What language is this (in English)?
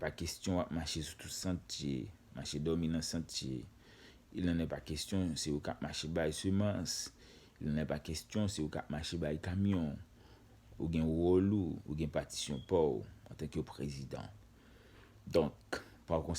Haitian Creole